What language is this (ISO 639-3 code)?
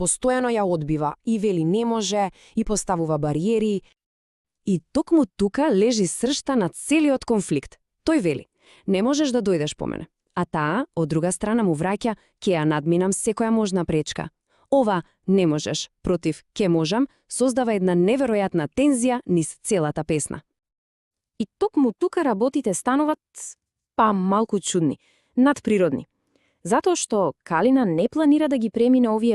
mkd